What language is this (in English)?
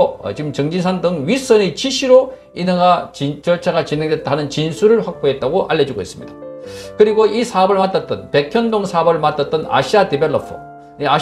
Korean